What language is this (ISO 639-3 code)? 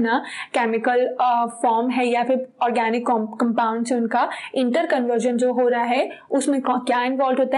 hin